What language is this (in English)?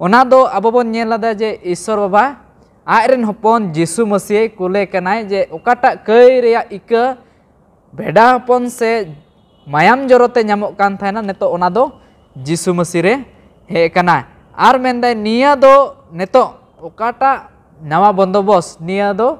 Santali